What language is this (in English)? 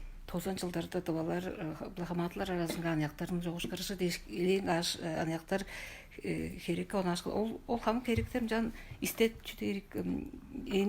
Tuvinian